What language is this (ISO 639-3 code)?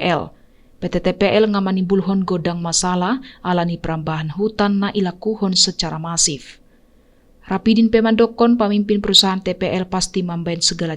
bbc